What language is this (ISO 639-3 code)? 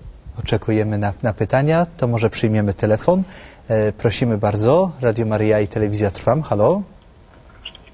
pol